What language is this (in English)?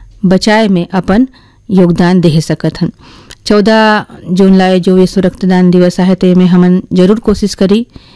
Hindi